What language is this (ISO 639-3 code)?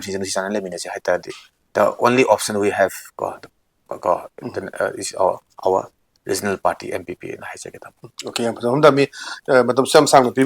mni